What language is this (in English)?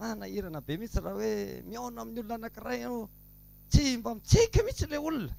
Malagasy